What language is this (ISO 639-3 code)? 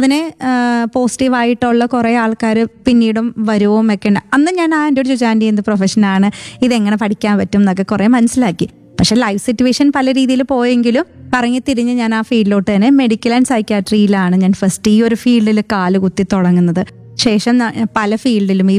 mal